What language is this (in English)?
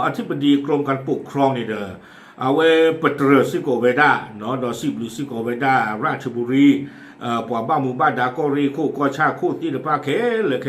S'gaw Karen